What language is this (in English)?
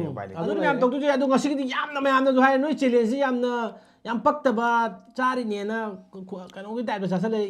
Manipuri